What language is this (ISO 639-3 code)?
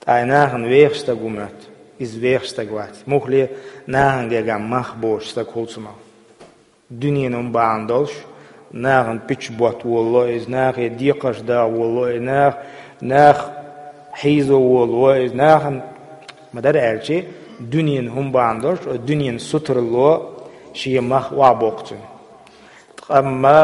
che